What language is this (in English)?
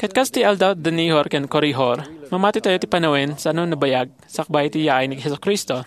Iloko